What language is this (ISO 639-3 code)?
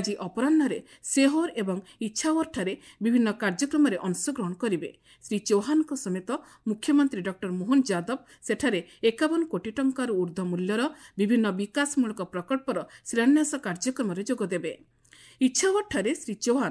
ori